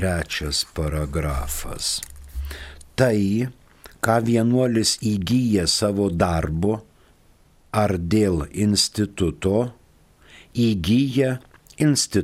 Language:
Lithuanian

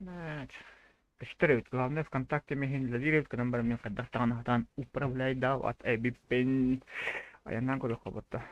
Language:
Yakut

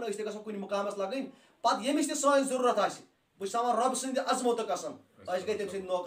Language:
Kashmiri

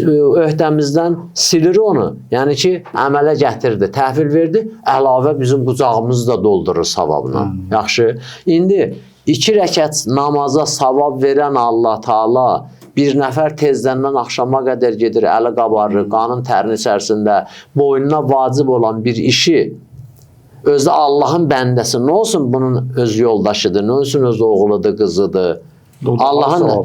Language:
Azerbaijani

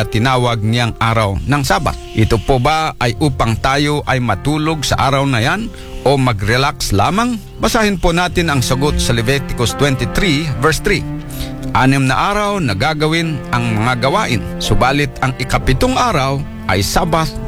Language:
Filipino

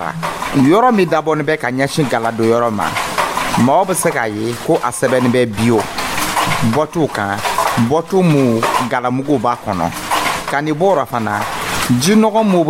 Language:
Dyula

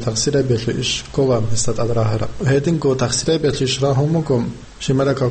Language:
Avaric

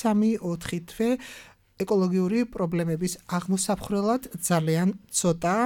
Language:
Georgian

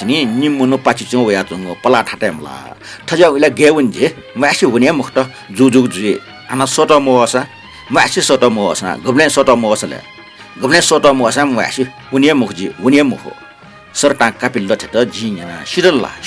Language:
Newari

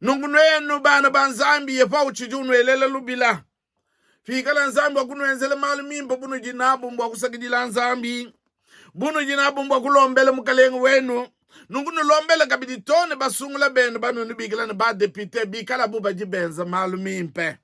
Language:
Luba-Lulua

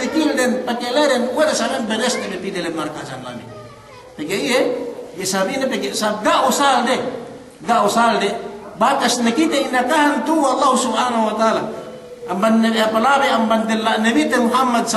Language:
Yakan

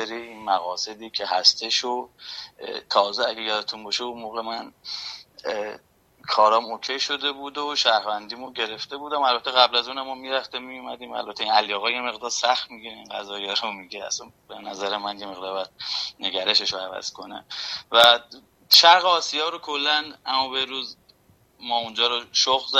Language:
Persian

